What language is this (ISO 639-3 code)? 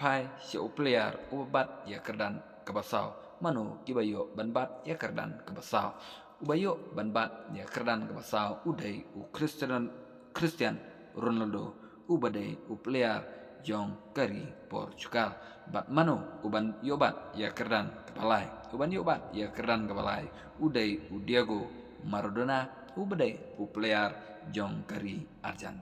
kha